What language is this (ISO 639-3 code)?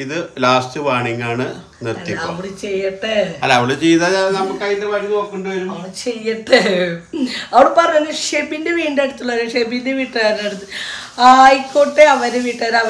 mal